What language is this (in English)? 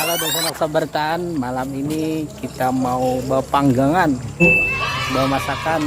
Banjar